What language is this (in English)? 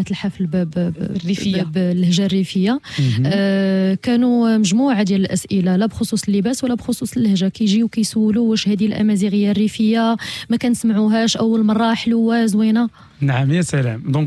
Moroccan Arabic